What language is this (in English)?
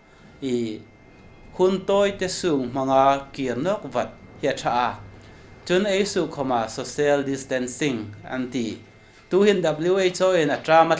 Hmar